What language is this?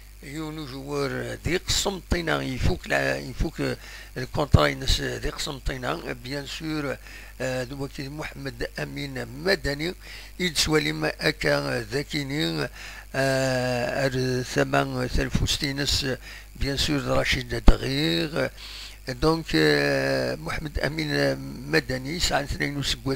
Kabyle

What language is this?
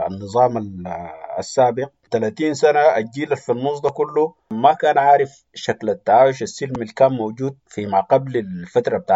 Sudanese Arabic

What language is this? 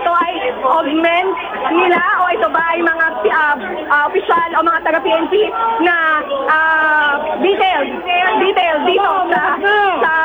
Filipino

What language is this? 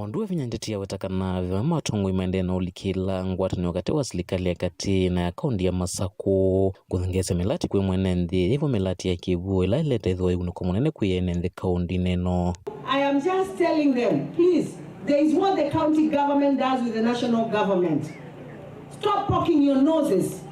Kamba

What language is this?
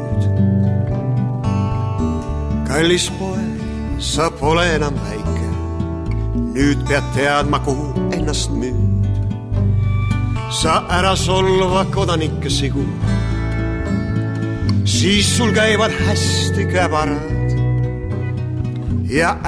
Estonian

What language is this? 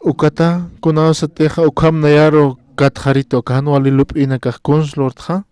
Aymara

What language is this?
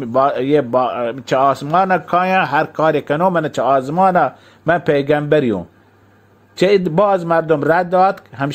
Baluchi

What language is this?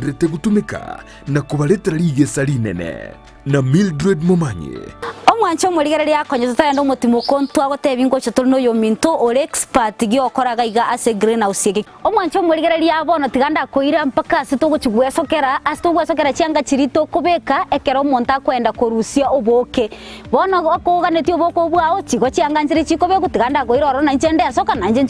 Gusii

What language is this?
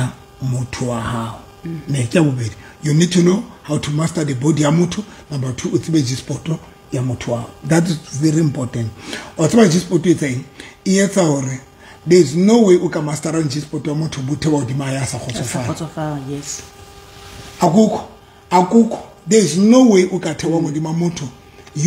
Southern Sotho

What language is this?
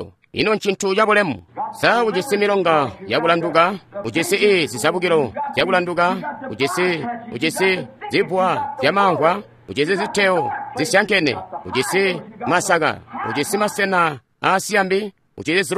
Tonga (Zambia)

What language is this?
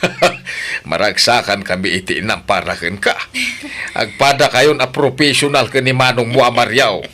Iloko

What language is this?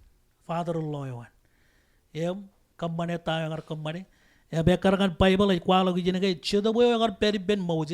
Marshallese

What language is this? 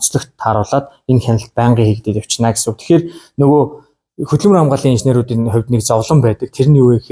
Mongolian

